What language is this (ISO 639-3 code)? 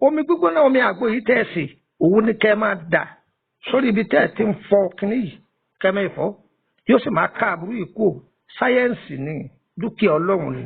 yor